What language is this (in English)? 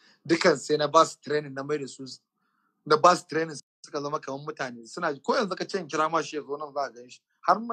Hausa